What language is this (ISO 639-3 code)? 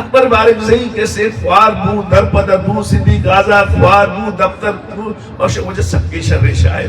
bgp